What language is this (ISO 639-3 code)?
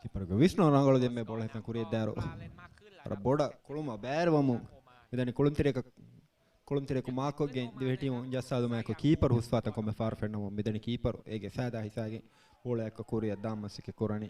div